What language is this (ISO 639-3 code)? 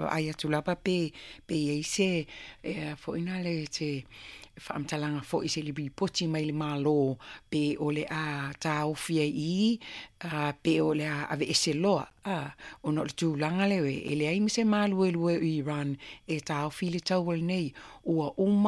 smo